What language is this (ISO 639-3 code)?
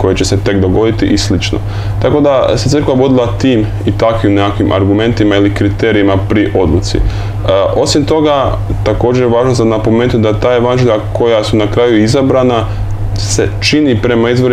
hrv